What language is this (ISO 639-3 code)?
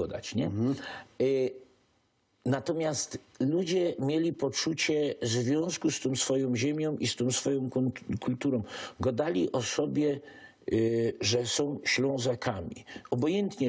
szl